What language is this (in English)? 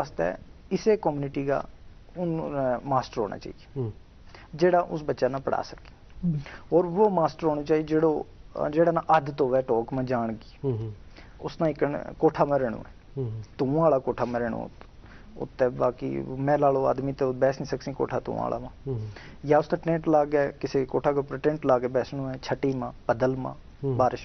Gujari